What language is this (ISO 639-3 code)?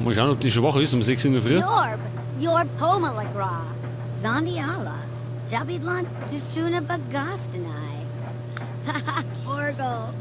bar